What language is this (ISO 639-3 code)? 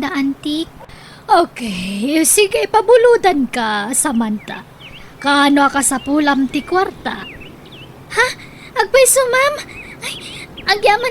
ilo